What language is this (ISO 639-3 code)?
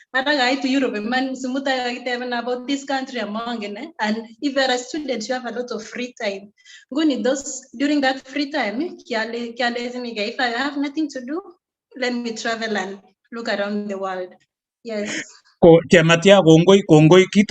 kln